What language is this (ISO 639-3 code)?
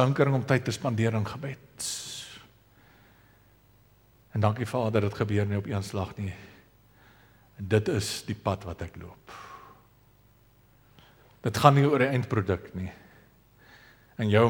afr